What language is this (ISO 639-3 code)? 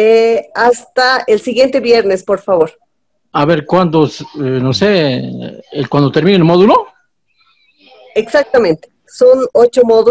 spa